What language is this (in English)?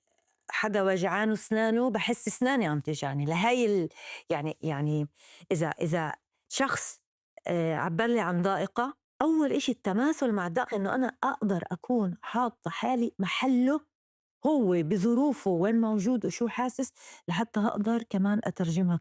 North Levantine Arabic